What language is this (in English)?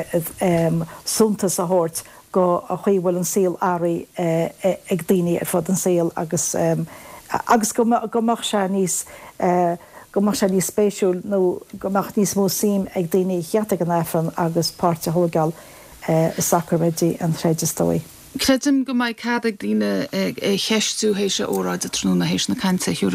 Irish